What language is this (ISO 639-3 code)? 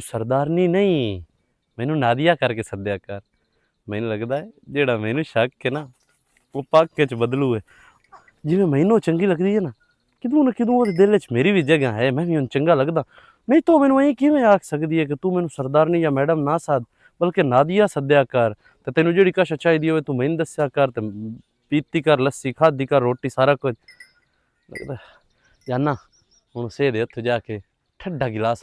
lah